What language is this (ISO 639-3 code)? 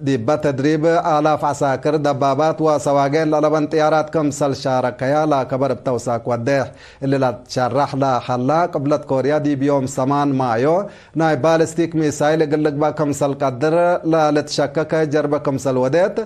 tig